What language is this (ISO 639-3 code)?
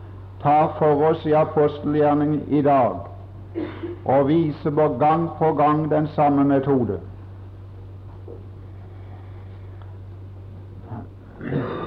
nor